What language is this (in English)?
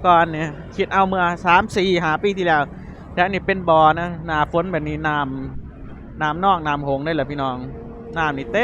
Lao